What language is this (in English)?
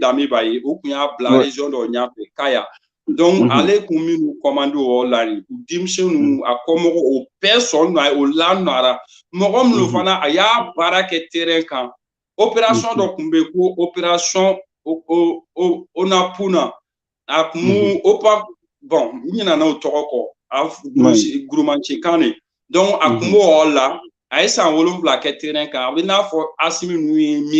Bambara